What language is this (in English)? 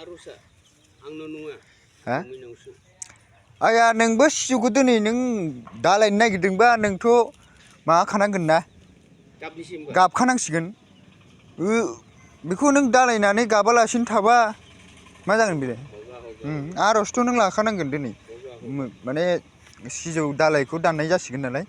Bodo